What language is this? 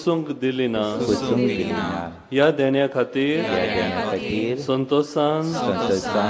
Konkani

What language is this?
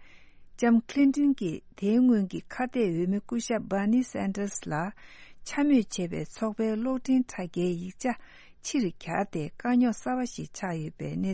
Tibetan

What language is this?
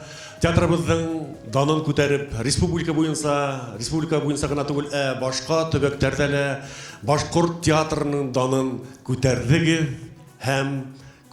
Bashkir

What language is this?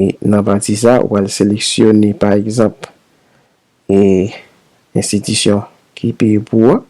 Haitian Creole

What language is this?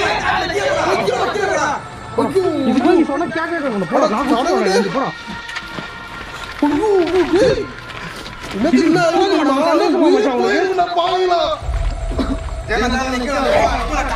Tamil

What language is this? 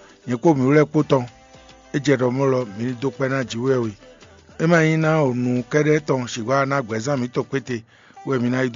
Fon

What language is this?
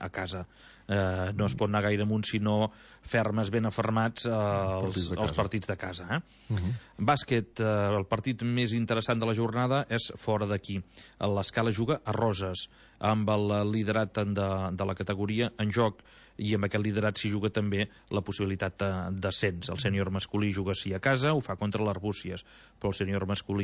Catalan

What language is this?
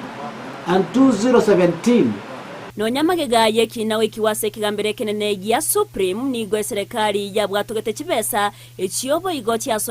Gusii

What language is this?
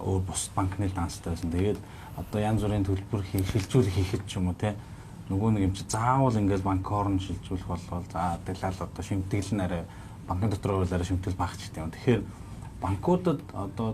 Mongolian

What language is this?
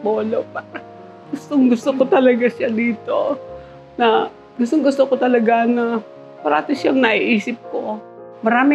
Filipino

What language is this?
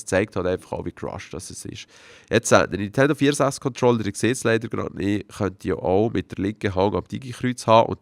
Swiss German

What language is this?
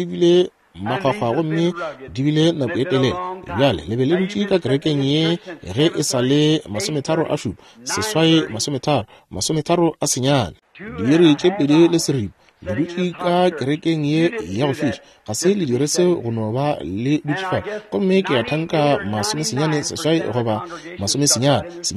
Northern Sotho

